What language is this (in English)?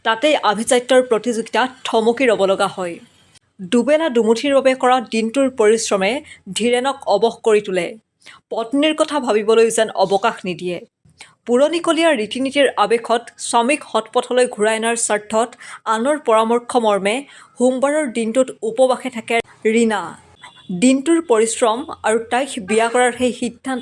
Assamese